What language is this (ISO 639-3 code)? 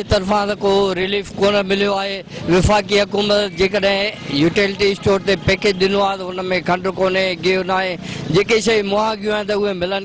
snd